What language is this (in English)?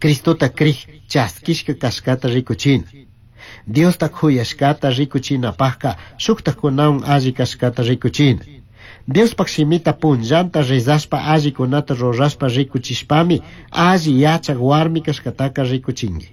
Chimborazo Highland Quichua